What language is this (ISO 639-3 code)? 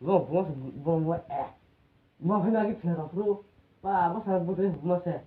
trp